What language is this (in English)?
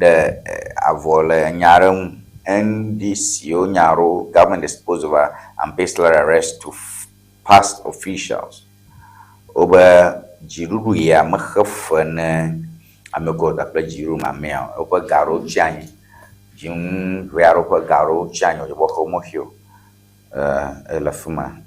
Ewe